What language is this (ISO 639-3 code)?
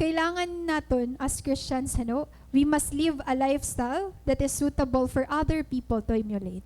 war